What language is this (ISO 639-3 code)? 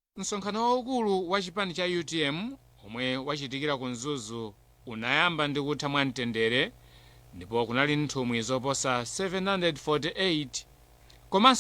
nya